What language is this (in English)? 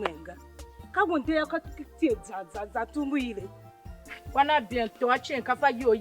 Tiv